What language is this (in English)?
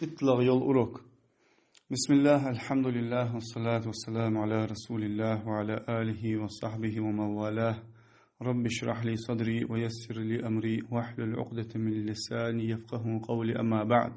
Ingush